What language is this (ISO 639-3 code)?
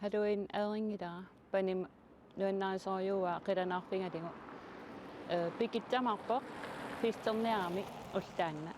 kal